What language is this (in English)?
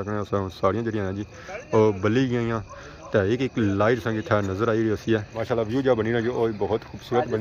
Pahari-Potwari